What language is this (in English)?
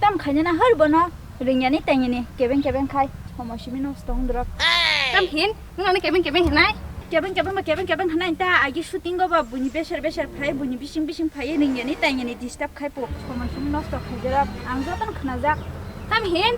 Kok Borok